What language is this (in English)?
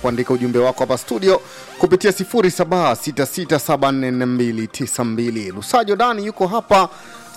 Swahili